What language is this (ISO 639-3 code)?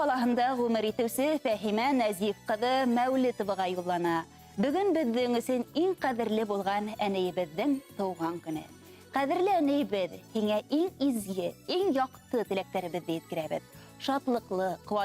bak